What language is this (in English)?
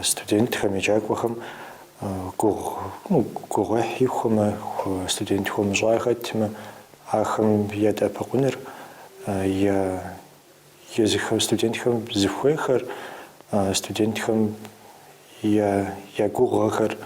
Kabardian